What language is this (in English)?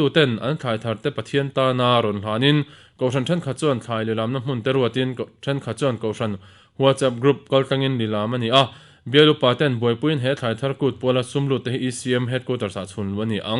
Mizo